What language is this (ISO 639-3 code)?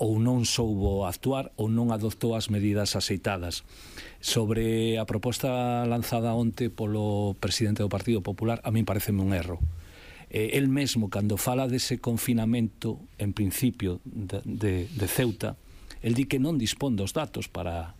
glg